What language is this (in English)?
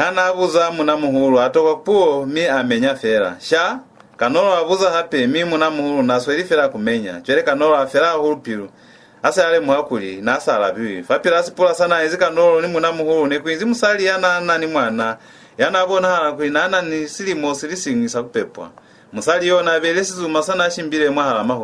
Lozi